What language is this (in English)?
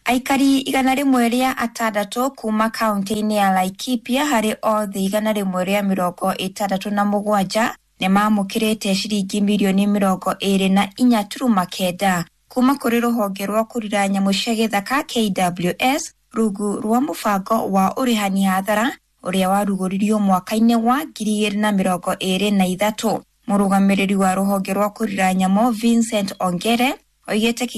Kikuyu